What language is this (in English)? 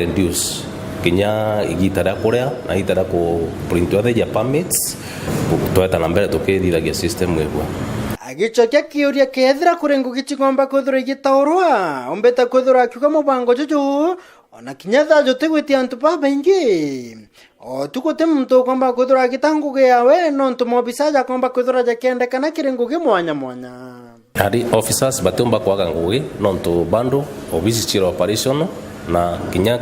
Meru